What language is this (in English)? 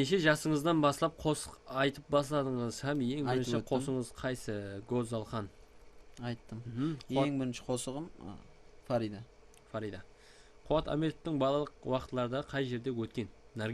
Kara-Kalpak